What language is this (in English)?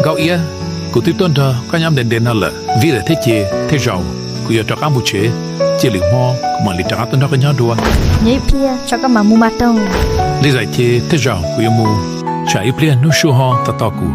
Hmong